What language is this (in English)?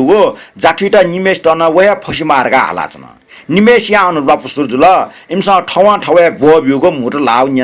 Newari